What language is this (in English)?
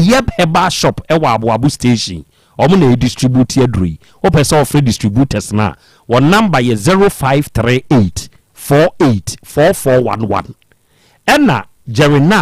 Akan